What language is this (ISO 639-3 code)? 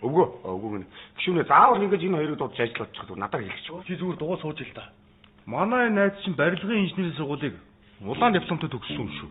mon